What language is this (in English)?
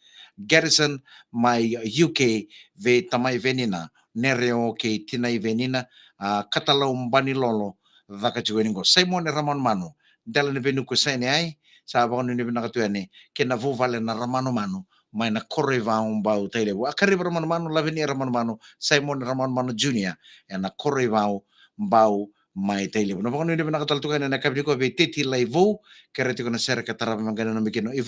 Fijian